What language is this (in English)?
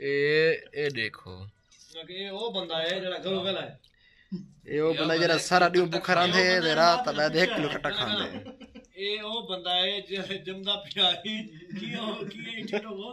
Saraiki